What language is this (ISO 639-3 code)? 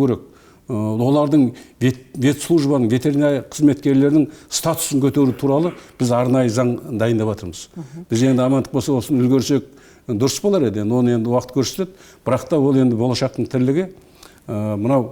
kaz